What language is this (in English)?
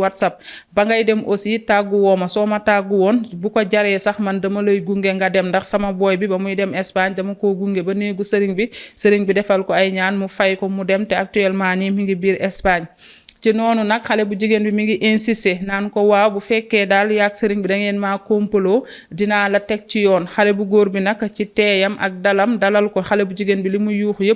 Wolof